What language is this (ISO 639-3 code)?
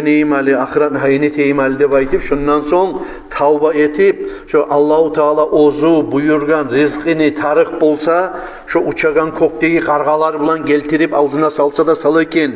kum